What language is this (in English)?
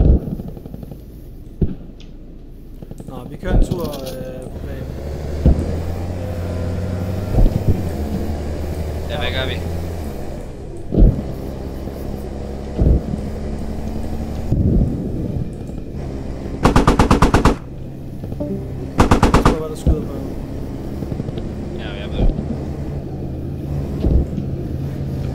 Danish